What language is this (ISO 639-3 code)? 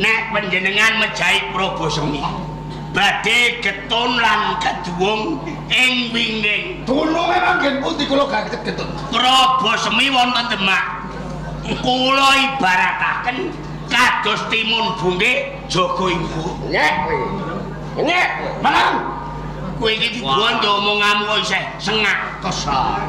jav